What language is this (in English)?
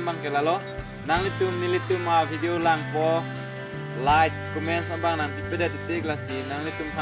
Karbi